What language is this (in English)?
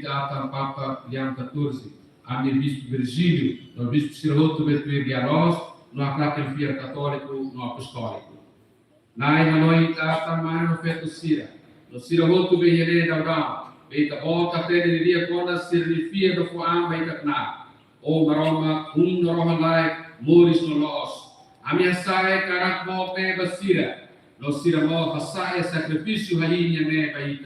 Tetum